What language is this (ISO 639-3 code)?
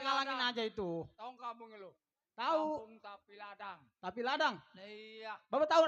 bew